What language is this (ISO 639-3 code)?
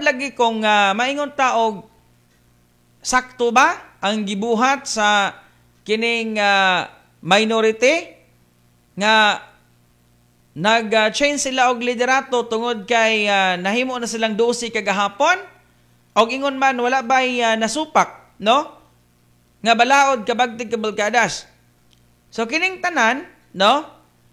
ceb